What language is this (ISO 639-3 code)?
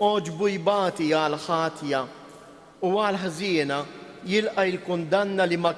mlt